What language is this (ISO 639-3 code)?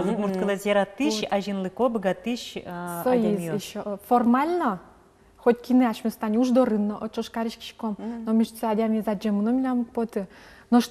udm